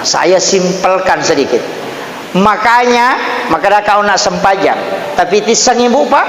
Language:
Buginese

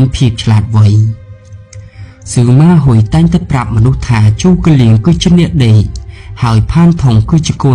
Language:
Khmer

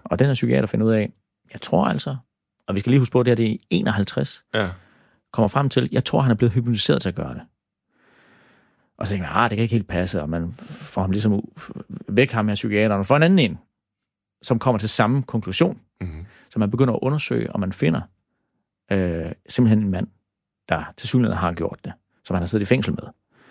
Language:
Danish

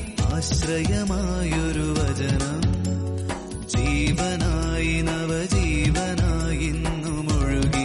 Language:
Malayalam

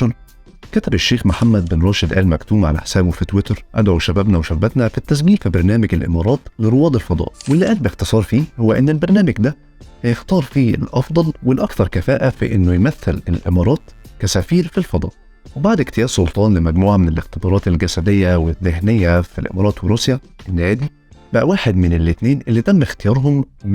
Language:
Egyptian Arabic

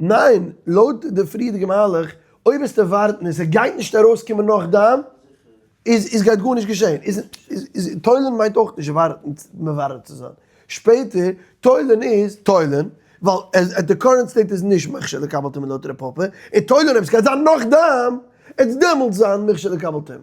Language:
Yiddish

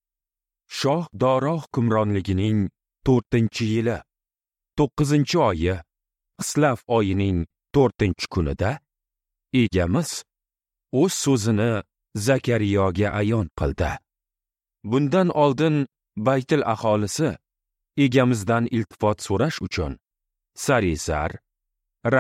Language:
Uzbek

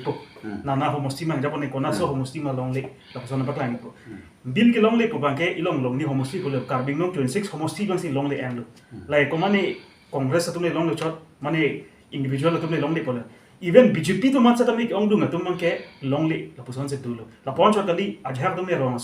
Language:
Karbi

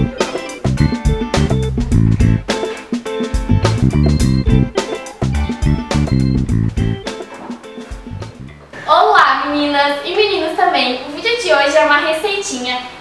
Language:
Portuguese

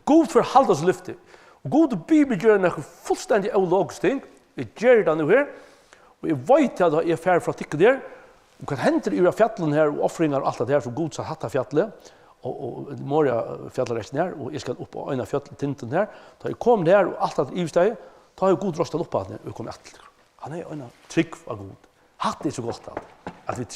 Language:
Faroese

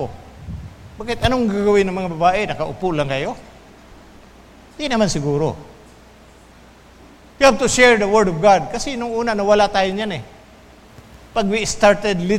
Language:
Filipino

